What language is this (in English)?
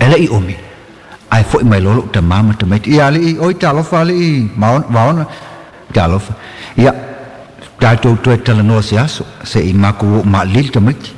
Samoan